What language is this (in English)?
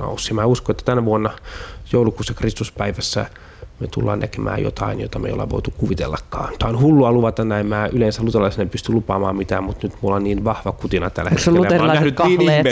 Finnish